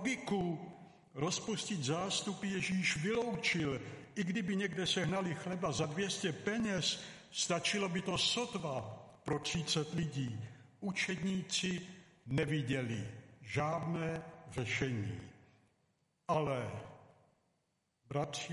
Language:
Czech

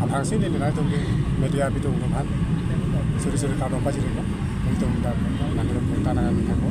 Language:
Karbi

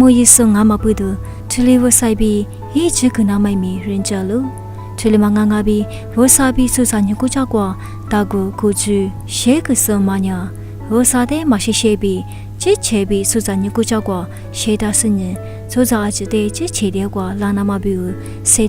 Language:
Lisu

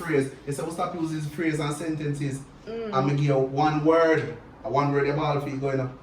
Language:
Jamaican Creole English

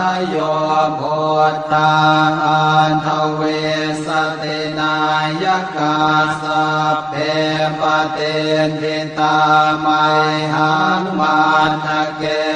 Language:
Pali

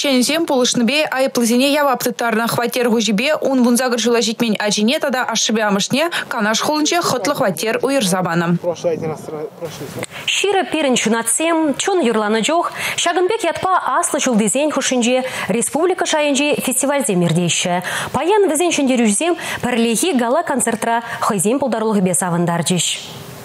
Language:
Chuvash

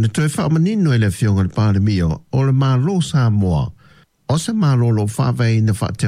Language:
Samoan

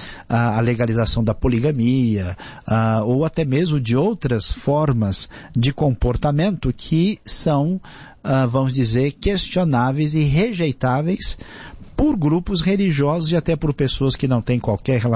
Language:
Portuguese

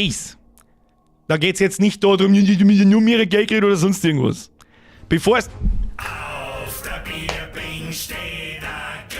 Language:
Bavarian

